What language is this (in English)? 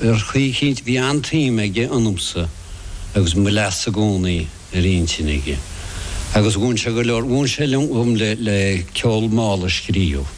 Irish